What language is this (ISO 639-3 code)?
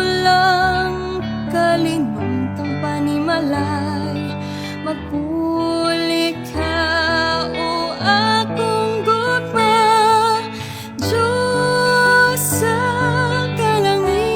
hil